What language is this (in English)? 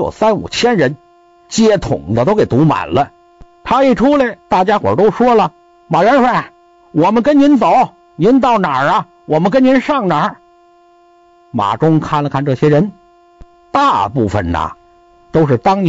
Chinese